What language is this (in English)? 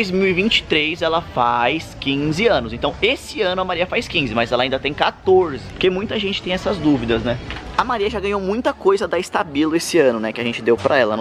Portuguese